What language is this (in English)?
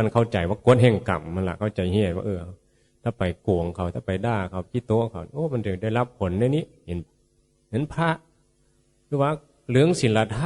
Northeastern Thai